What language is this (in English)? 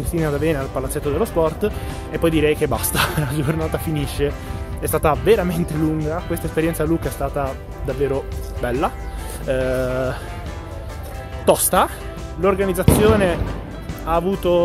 Italian